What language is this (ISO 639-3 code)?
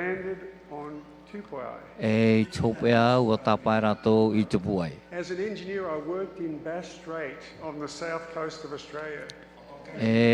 tah